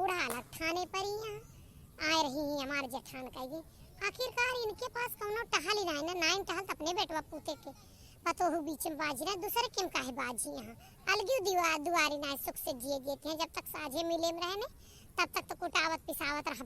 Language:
Awadhi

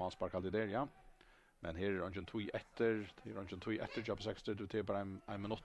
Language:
Faroese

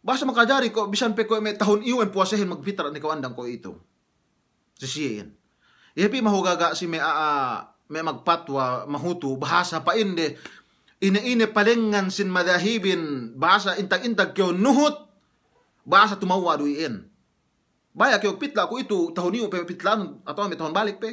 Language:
Yakan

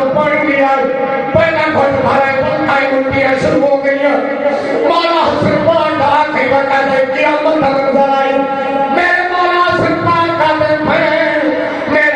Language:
Saraiki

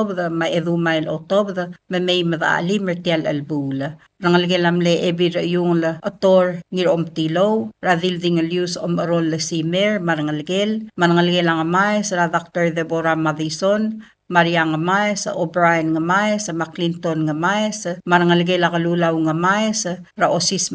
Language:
Palauan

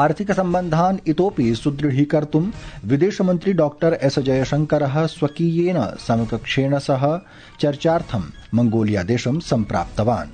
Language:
Sanskrit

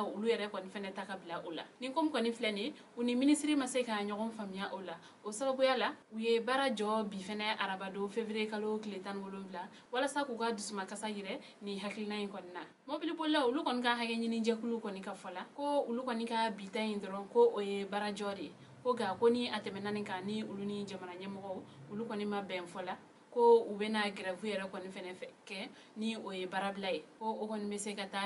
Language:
Bambara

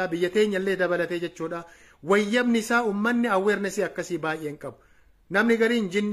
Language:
Oromo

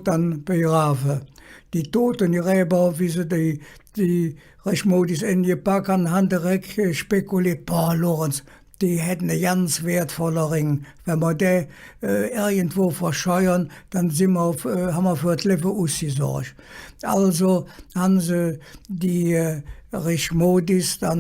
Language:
Colognian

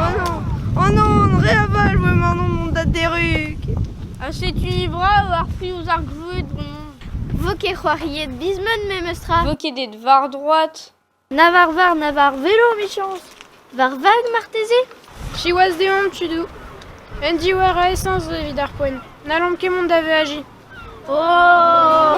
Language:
Breton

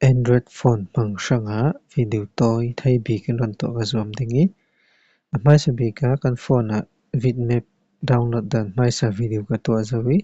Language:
Falam Chin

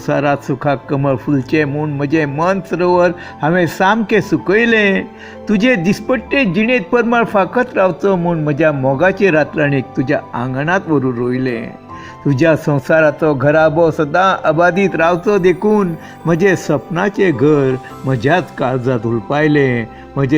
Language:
Konkani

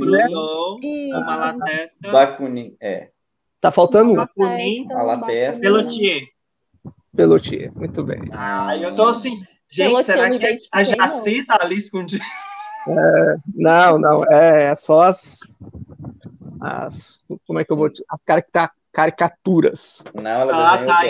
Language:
Portuguese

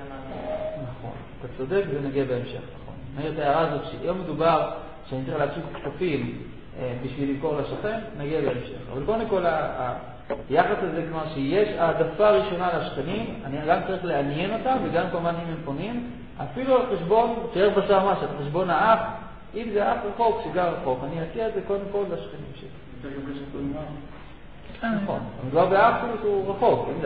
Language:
Hebrew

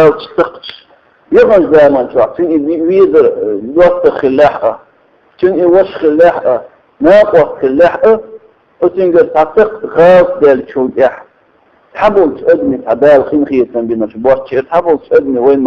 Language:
Chechen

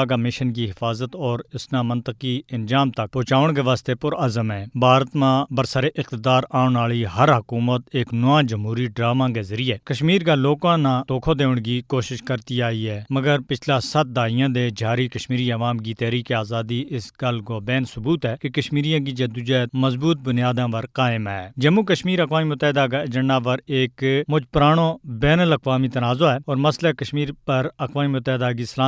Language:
Gujari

